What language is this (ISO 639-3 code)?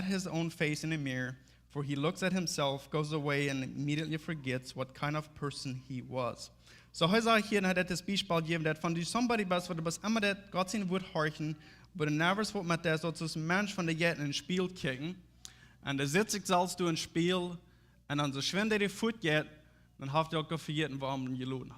pdt